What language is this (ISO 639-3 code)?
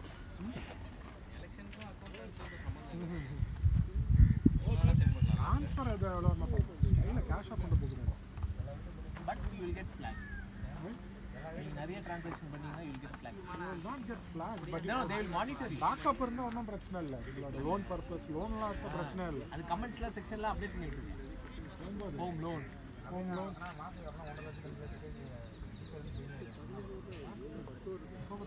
tam